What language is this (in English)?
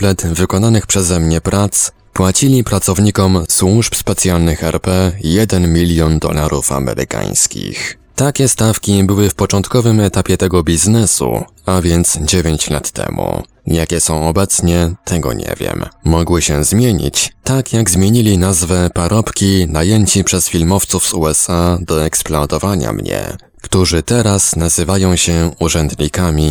Polish